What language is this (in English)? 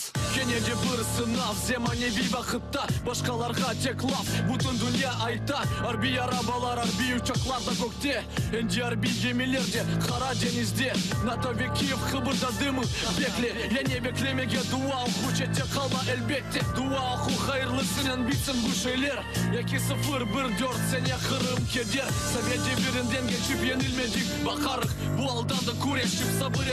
Crimean Tatar